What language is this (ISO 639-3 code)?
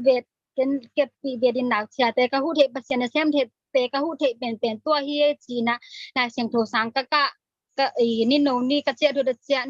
ctd